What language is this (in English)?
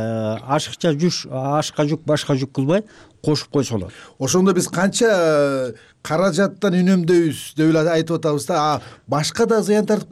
Kyrgyz